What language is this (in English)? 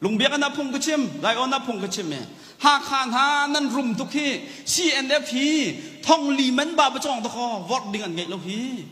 Hakha Chin